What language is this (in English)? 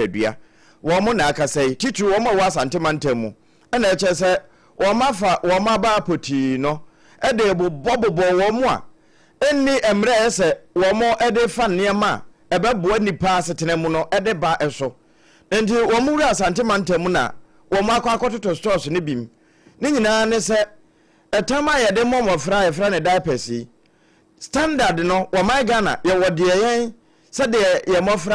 Akan